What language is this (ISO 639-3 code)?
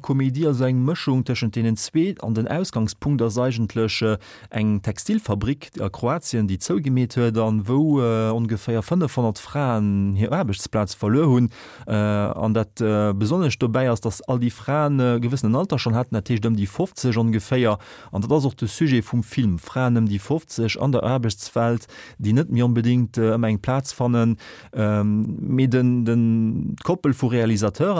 ltz